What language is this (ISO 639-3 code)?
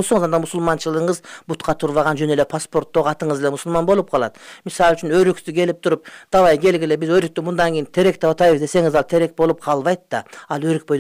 kir